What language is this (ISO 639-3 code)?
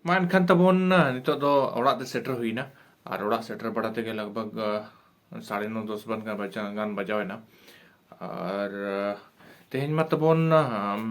sat